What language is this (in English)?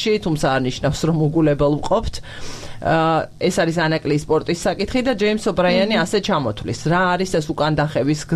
Georgian